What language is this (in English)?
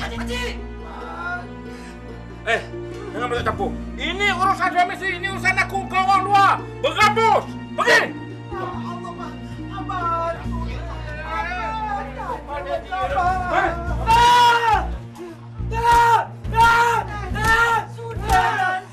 Malay